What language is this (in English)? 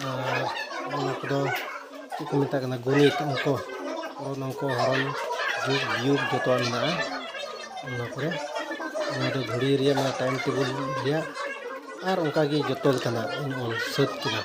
Santali